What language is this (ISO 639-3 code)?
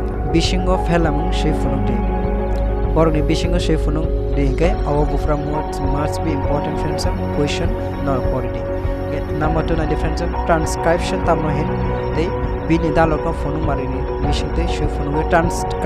trp